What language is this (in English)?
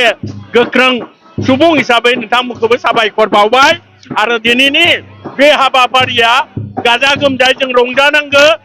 Bodo